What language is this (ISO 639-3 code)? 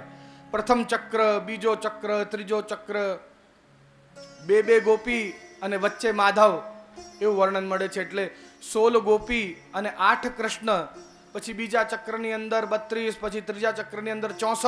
guj